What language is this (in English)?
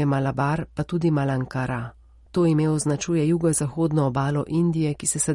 Slovenian